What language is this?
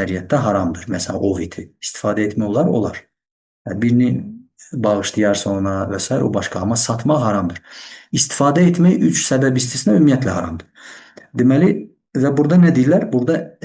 Azerbaijani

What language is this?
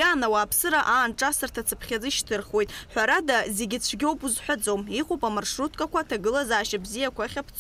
Abkhazian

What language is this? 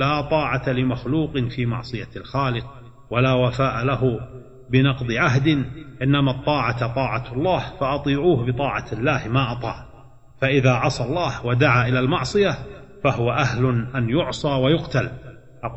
Arabic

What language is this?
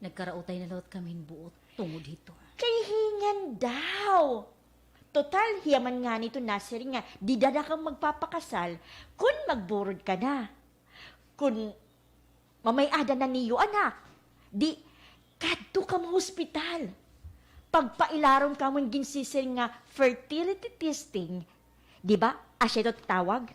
Waray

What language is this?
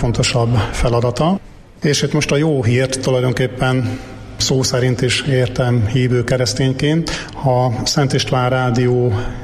Hungarian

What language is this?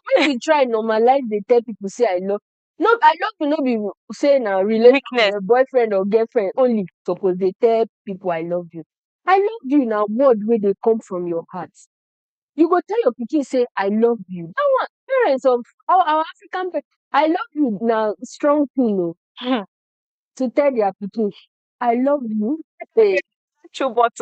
Nigerian Pidgin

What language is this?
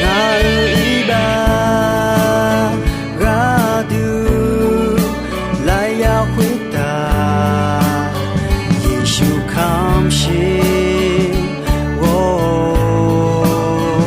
Akha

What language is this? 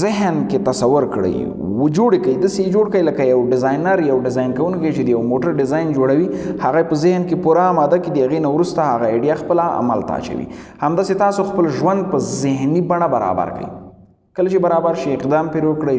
Pashto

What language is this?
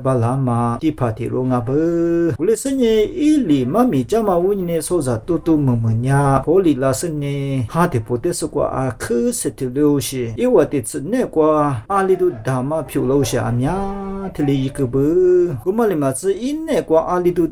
Lisu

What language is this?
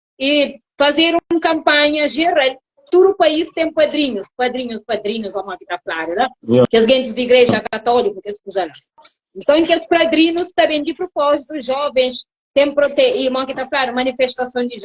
Kabuverdianu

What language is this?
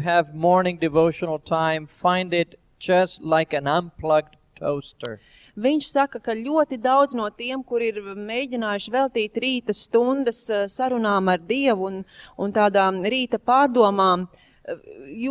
Latvian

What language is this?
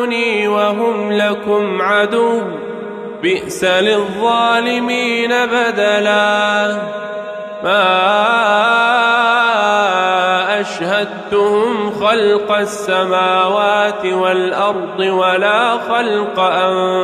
Arabic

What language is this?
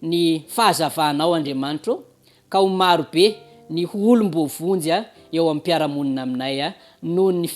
Malagasy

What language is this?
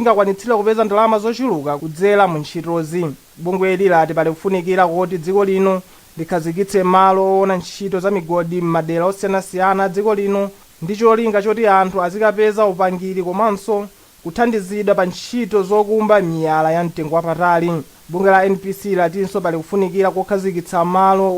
Nyanja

